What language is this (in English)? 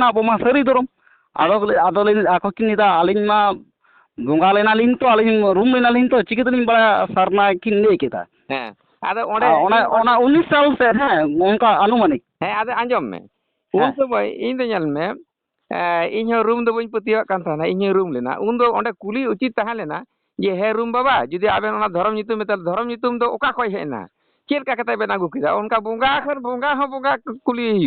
Santali